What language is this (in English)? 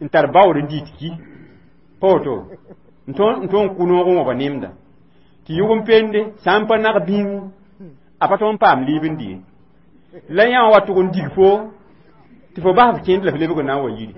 Mossi